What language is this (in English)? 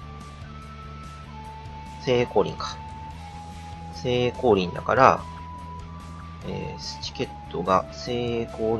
Japanese